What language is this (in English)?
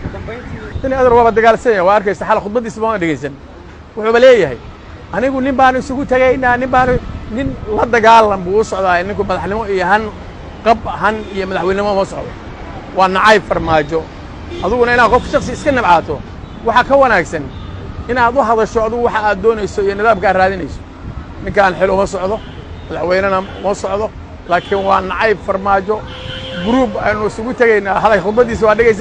Somali